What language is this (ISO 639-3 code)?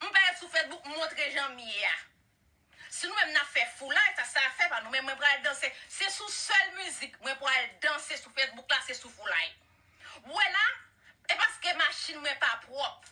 hat